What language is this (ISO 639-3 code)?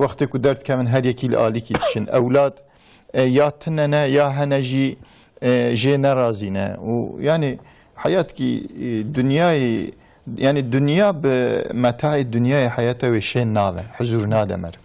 kur